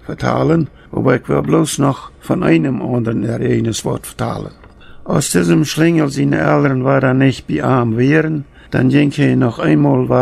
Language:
Plautdietsch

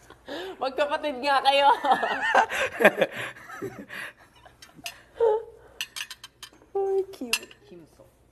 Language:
Filipino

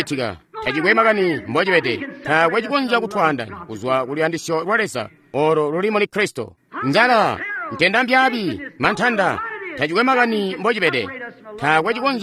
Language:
Tonga (Zambia)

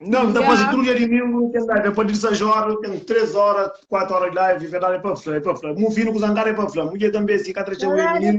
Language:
Kabuverdianu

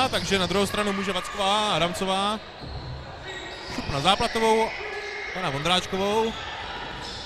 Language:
Czech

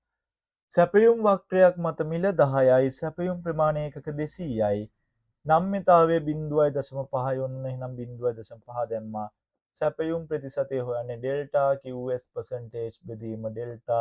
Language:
Sinhala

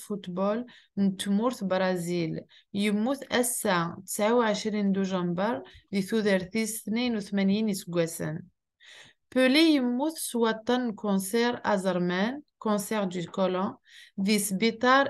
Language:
Kabyle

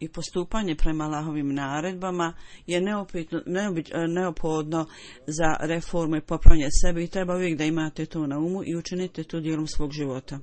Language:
Bosnian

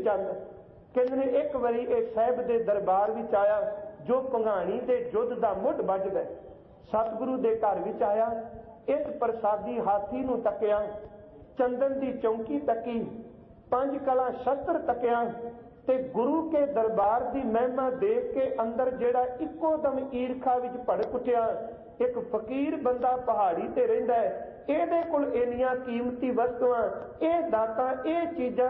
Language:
Punjabi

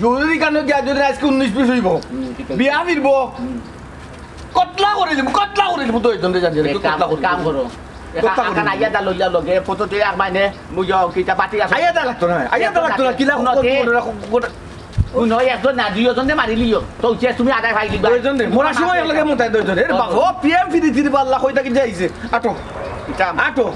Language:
Sylheti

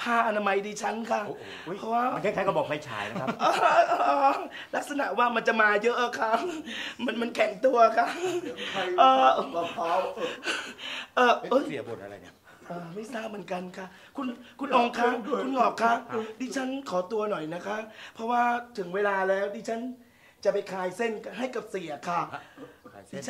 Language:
Thai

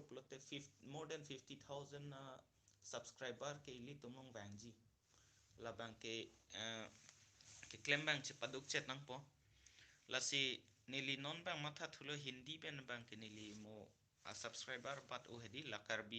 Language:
Karbi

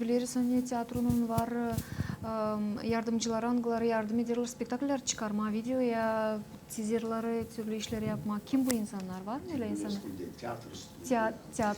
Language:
Gagauz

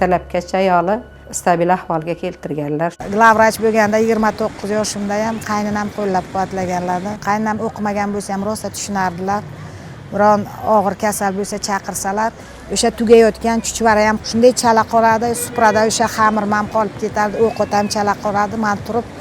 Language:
Uzbek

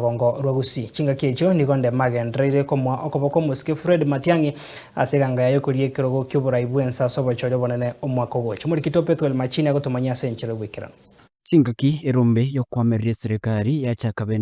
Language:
Gusii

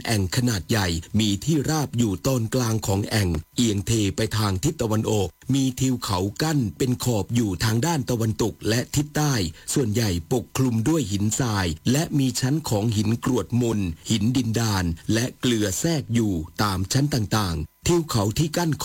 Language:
Thai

